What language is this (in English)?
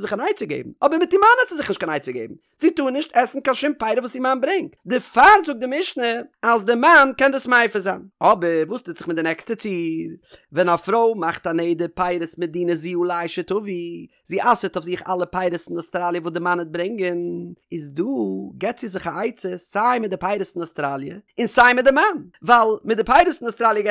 Yiddish